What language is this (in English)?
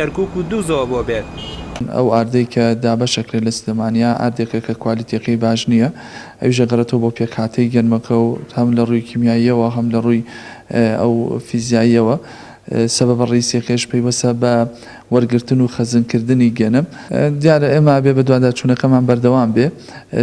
Central Kurdish